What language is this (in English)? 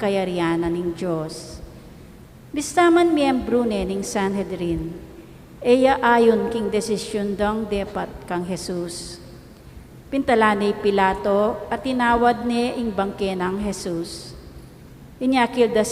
Pampanga